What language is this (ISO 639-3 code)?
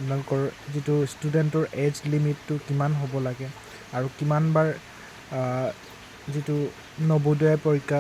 asm